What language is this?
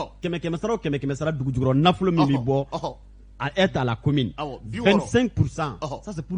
Bambara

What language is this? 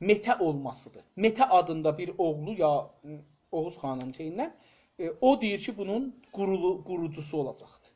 South Azerbaijani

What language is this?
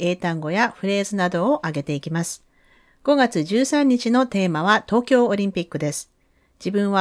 Japanese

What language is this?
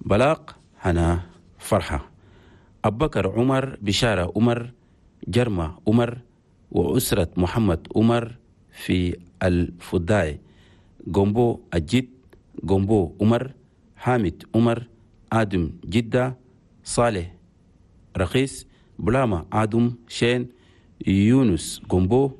Chadian Arabic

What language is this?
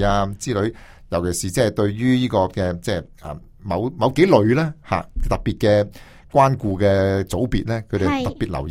Cantonese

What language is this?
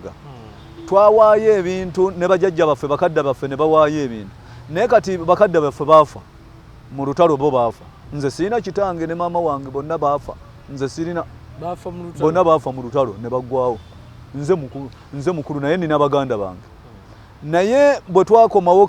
Ganda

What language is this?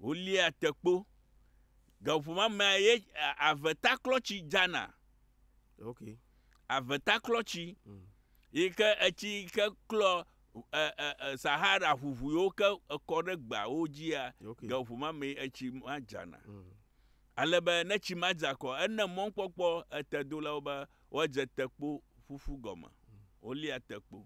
Ewe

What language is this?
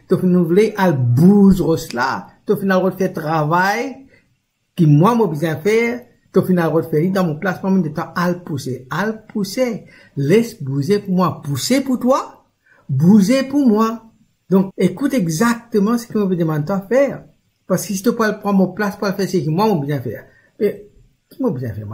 Morisyen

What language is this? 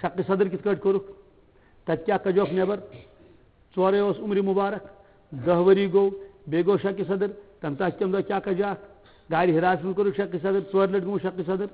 Kashmiri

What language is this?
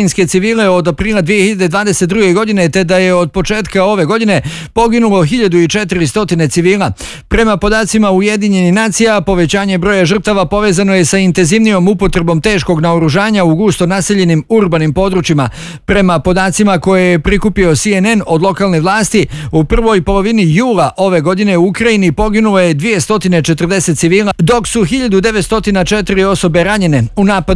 Bosnian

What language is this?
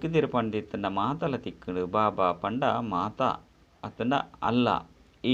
Tulu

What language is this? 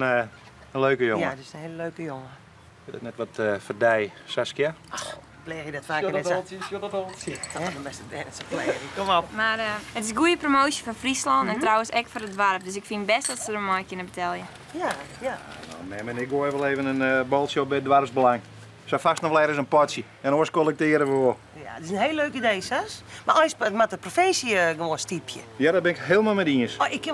Western Frisian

